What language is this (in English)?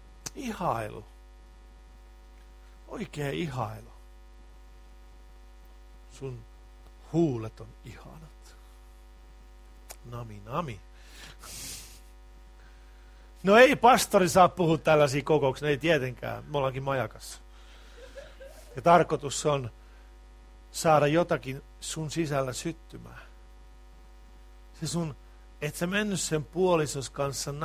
Finnish